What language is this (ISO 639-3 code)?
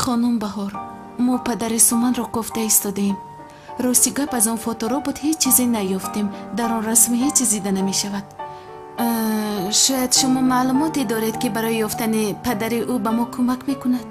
tgk